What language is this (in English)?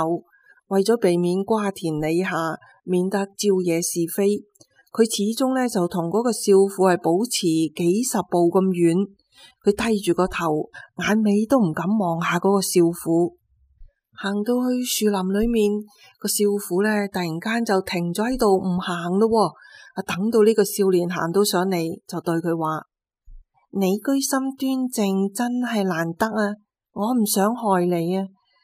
Cantonese